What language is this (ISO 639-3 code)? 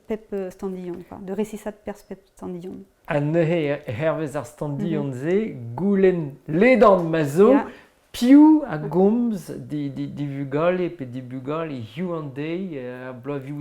bre